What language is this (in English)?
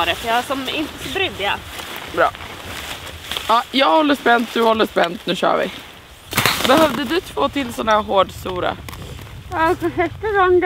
Swedish